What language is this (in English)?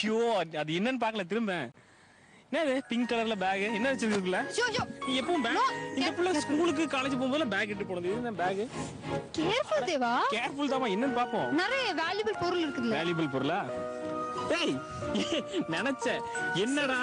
Tamil